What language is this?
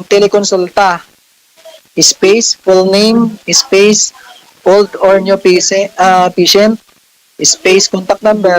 Hiligaynon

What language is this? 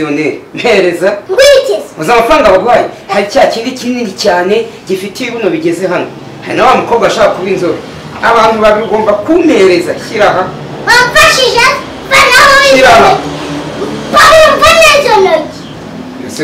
Kinyarwanda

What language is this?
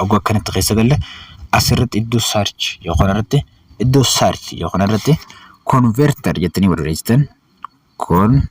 Oromo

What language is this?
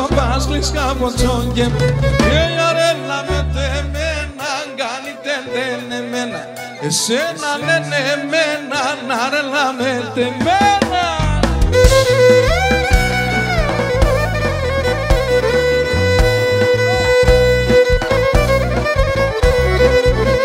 Greek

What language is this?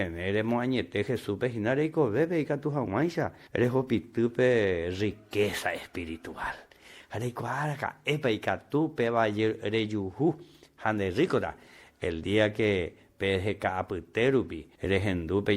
Guarani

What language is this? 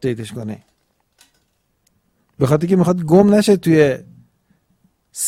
Persian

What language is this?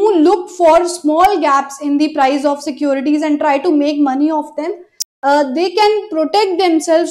English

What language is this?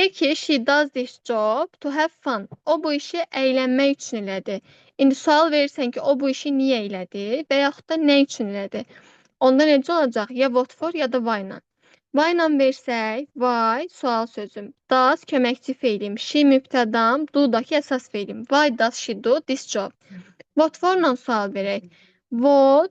Azerbaijani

